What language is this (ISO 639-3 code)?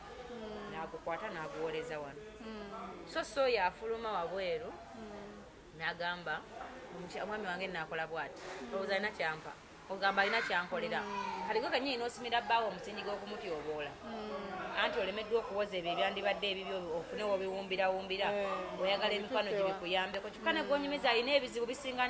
lug